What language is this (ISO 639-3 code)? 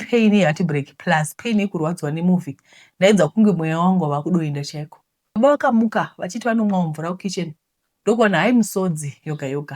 sna